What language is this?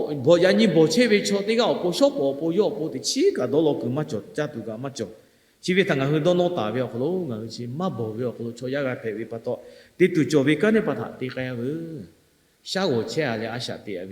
Lahu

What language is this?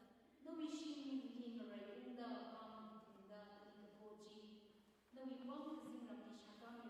Tangkhul Naga (India)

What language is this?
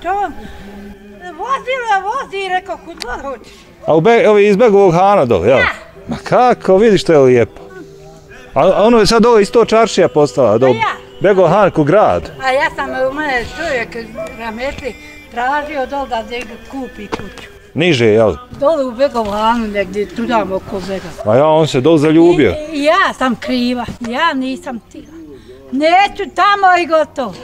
Bosnian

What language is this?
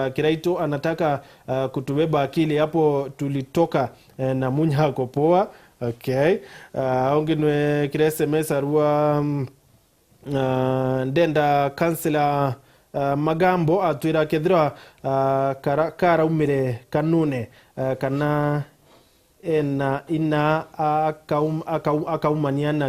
Meru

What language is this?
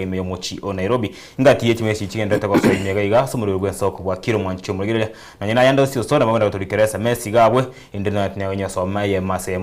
Gusii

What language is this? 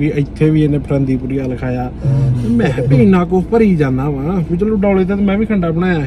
Punjabi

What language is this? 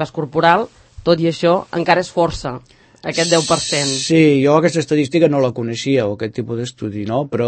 Catalan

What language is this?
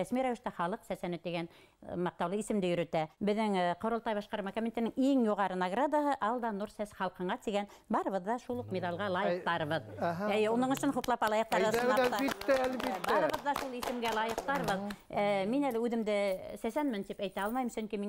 Bashkir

